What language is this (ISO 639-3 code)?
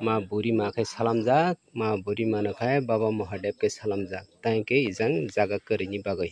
trp